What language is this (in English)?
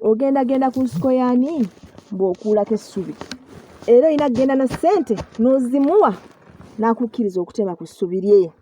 Ganda